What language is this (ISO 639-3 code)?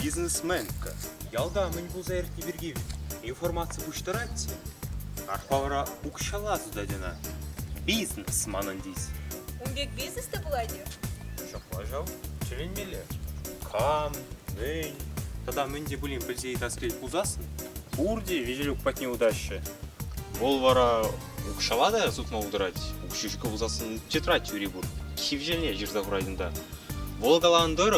chv